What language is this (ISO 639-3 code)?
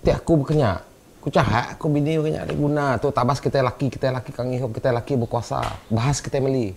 iba